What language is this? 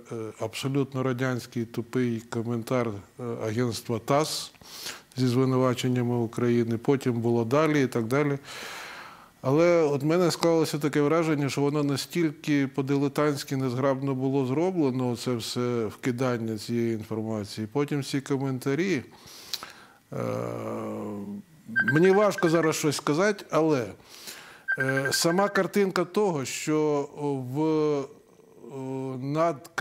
Ukrainian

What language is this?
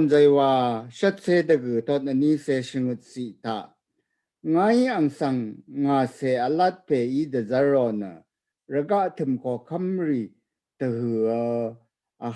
Rawang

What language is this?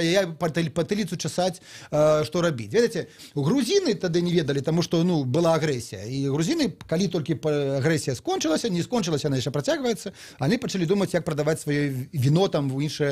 Belarusian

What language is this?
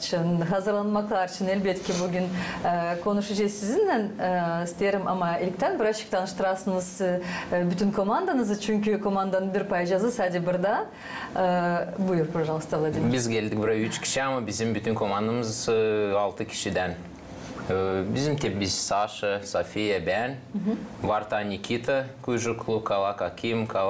Gagauz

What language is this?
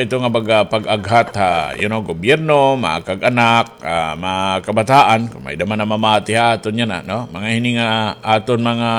Waray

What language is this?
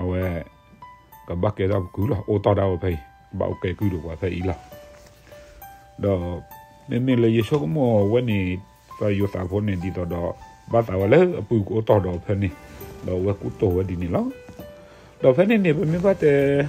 S'gaw Karen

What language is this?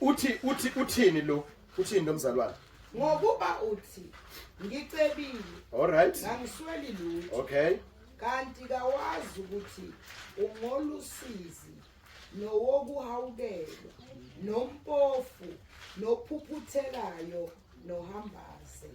Zulu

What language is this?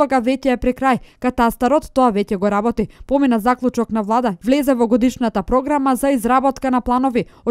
Macedonian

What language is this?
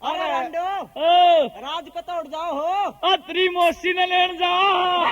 Haryanvi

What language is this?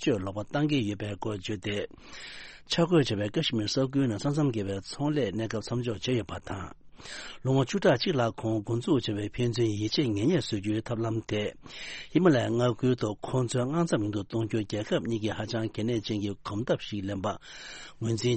Tibetan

